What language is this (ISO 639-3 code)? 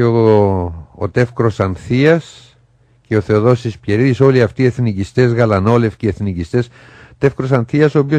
ell